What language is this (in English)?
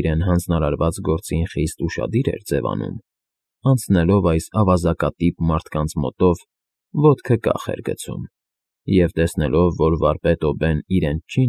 Armenian